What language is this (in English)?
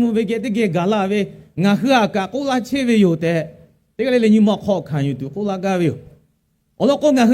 Lahu